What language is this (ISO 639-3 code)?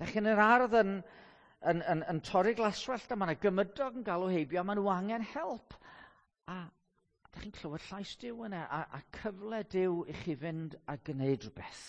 cym